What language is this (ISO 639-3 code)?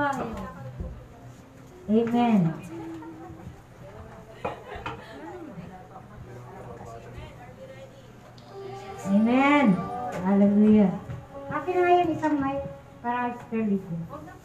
fil